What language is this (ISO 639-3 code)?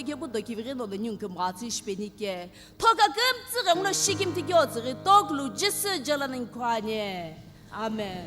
nsm